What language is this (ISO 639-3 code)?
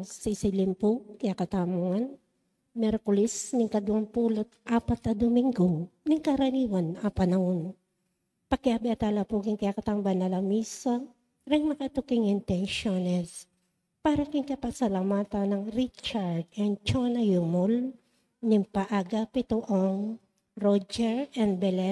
pam